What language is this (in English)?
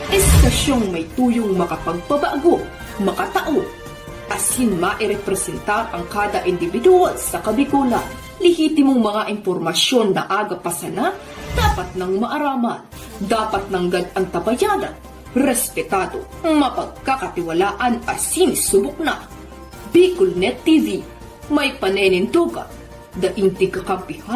Bikol